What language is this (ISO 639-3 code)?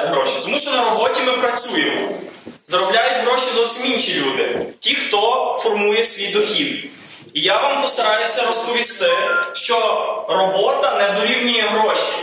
ukr